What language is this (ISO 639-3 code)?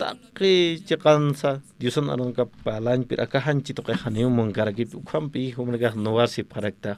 aym